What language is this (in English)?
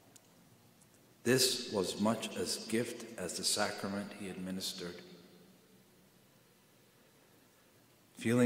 English